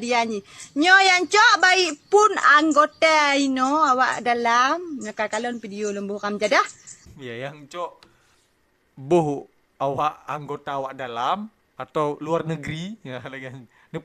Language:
Achinese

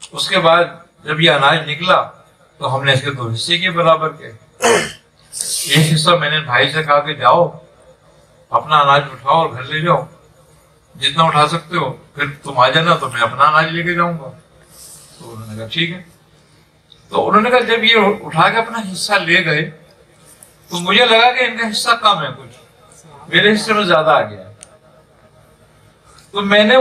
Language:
Urdu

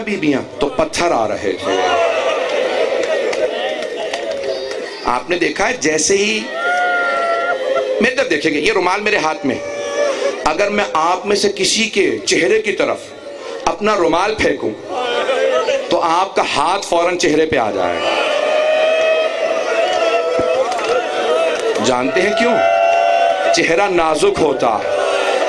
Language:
Urdu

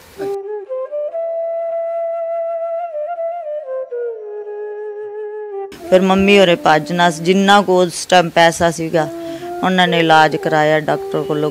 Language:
Punjabi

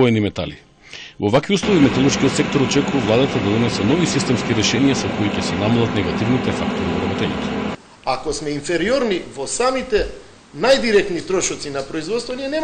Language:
Macedonian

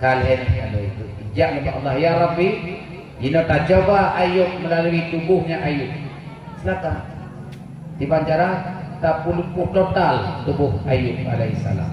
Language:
Achinese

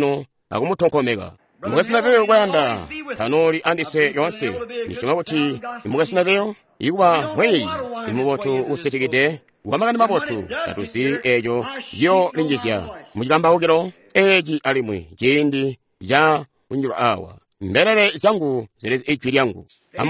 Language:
Tonga (Zambia)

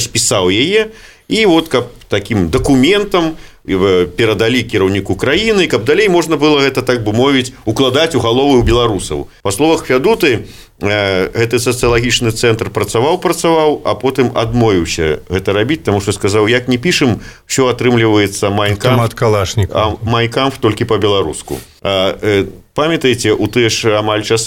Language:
Belarusian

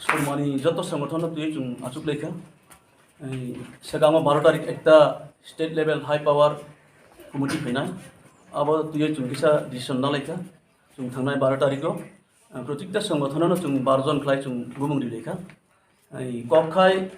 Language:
Kok Borok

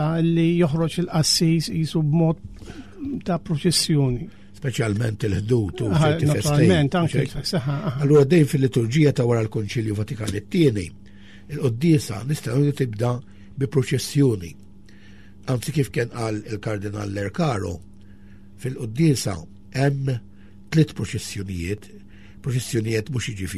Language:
Maltese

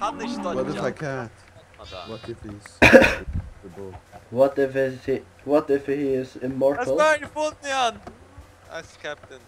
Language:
Faroese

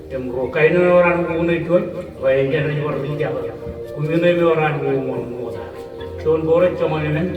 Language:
Marshallese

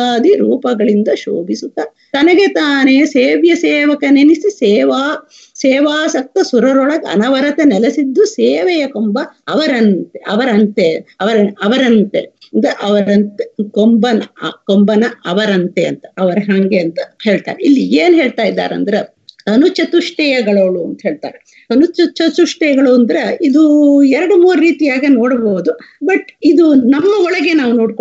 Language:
Kannada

